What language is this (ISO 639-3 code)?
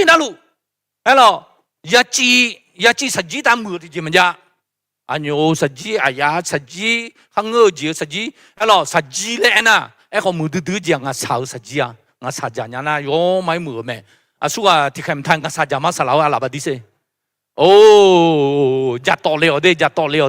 ahk